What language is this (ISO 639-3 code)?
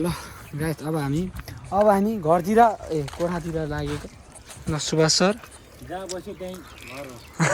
nep